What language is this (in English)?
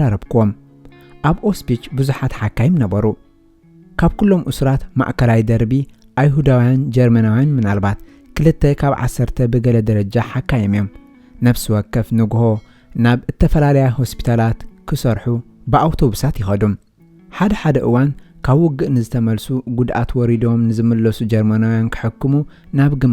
Tigrinya